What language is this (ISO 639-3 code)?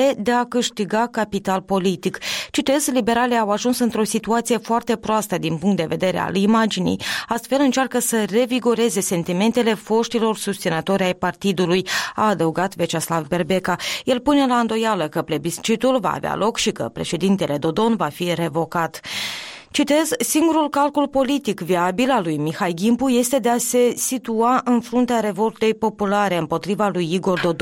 ron